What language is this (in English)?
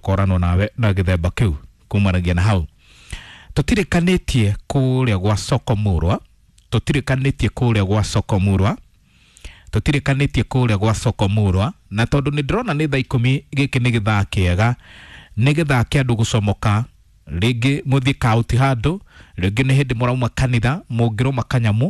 Kikuyu